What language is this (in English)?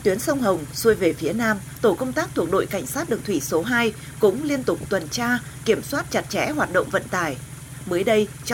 Vietnamese